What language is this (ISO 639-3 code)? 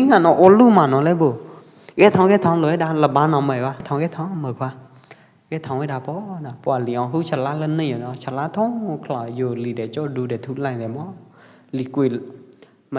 kjp